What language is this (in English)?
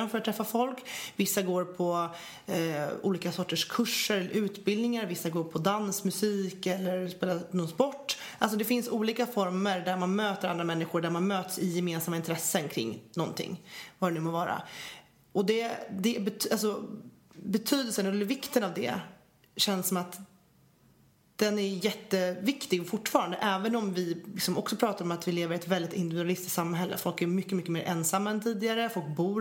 Swedish